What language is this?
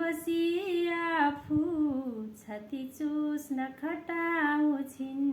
Nepali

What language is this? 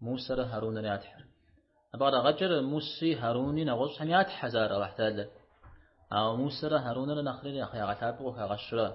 Kabardian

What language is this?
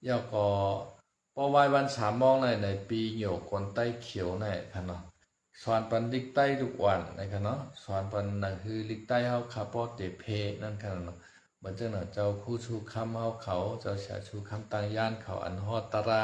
Shan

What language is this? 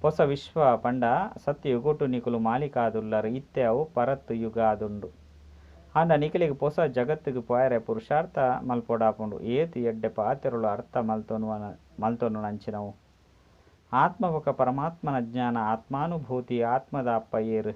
Tulu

